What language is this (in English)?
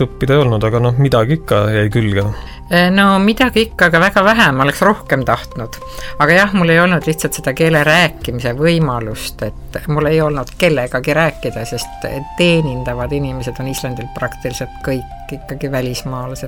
Estonian